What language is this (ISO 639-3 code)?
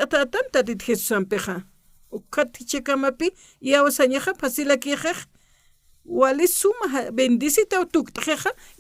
aym